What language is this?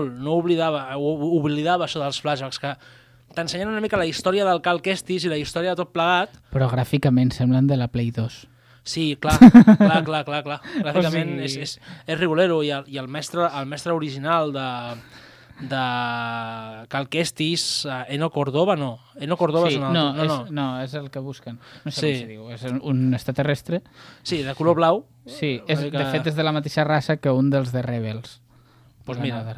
Catalan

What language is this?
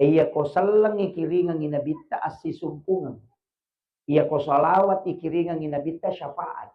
Buginese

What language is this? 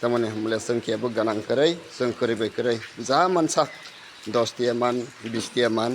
Kok Borok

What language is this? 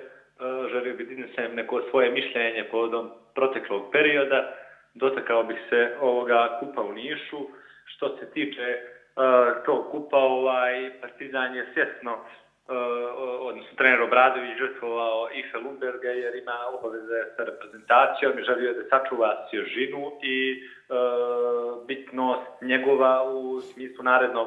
Serbian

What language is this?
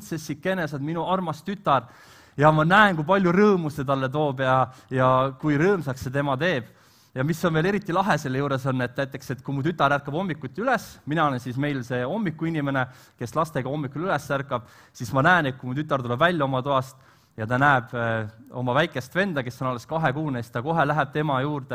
Estonian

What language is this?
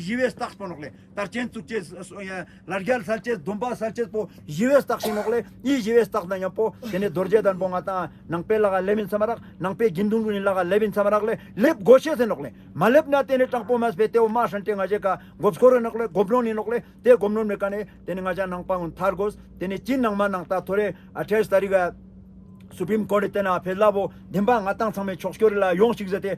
Ladakhi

